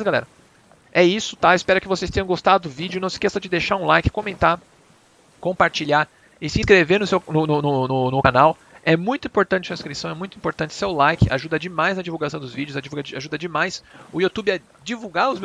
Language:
Portuguese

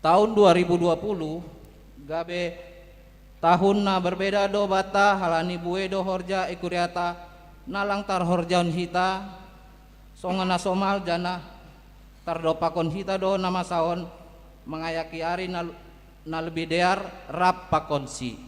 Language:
Batak Simalungun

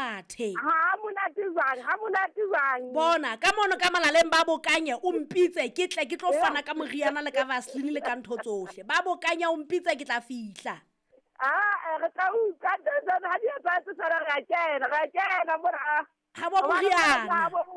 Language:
Southern Sotho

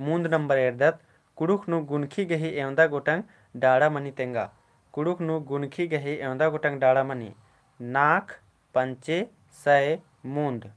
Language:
Kurukh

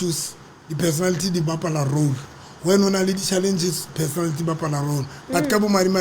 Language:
Southern Sotho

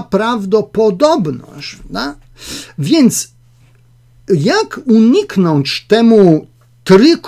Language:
Polish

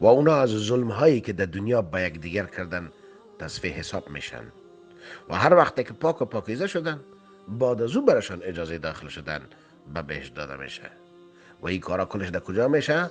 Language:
Persian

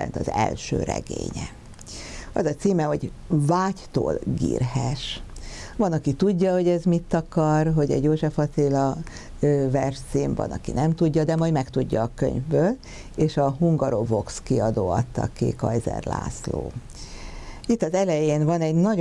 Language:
Hungarian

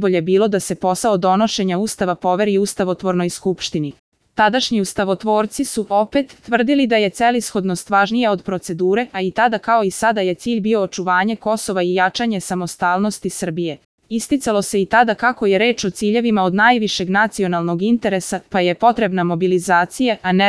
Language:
Serbian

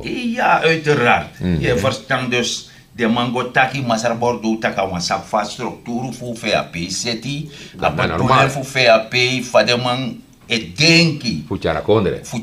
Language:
Sranan Tongo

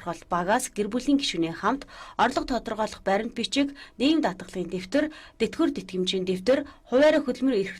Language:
Mongolian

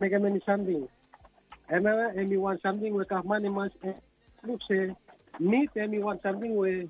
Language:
Bislama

